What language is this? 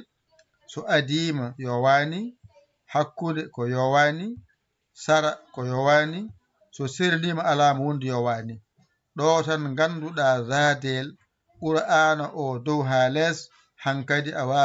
Fula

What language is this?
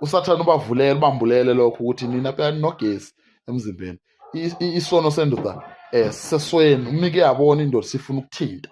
Zulu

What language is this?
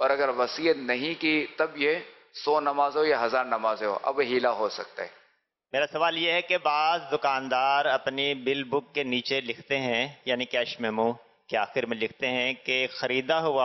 Urdu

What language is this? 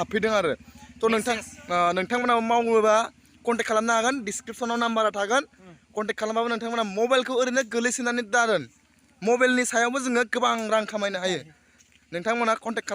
Bodo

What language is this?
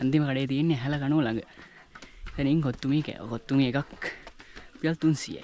Sinhala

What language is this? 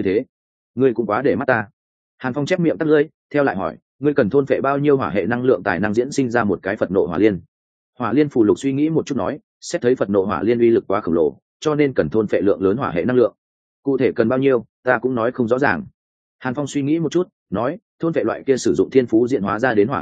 Vietnamese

